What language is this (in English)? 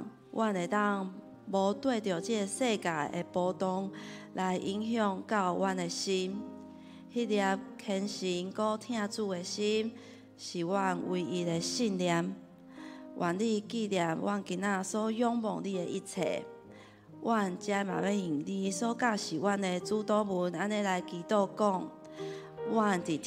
Min Nan Chinese